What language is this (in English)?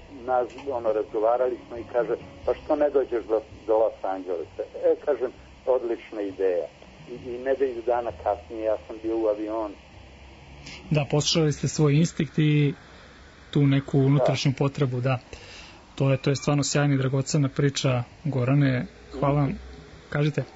Serbian